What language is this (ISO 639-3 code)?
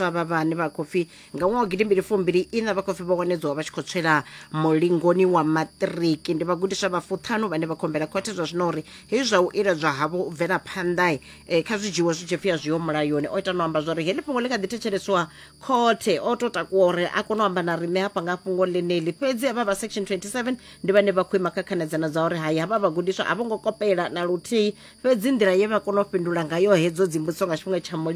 ven